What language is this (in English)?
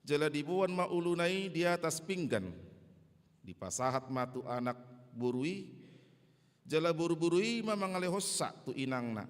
Batak Toba